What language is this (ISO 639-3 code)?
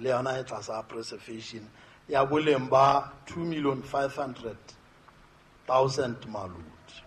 sot